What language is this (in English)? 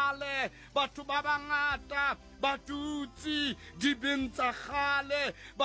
Southern Sotho